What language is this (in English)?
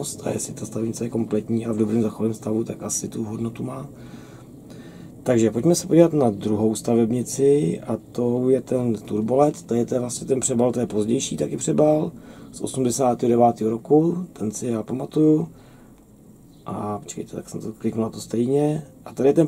Czech